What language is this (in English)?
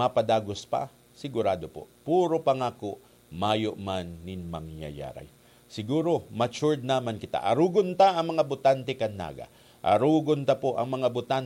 Bikol